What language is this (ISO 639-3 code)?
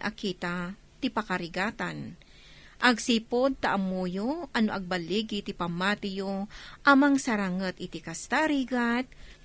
ilo